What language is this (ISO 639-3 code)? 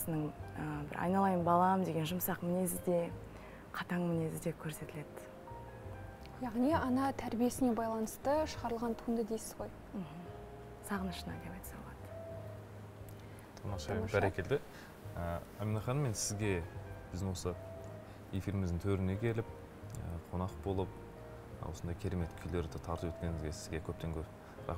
kaz